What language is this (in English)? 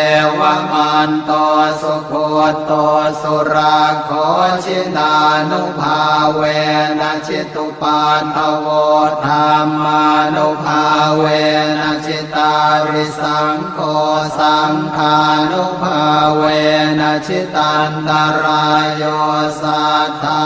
Pali